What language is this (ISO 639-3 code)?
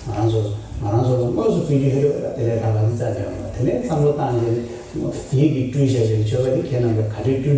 bod